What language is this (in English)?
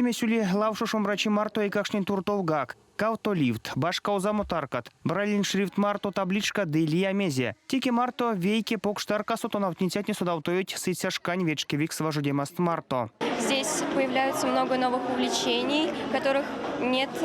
Erzya